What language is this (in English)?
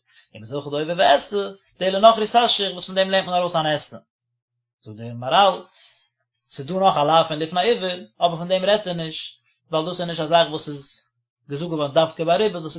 Yiddish